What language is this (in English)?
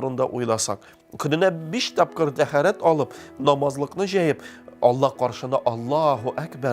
Tatar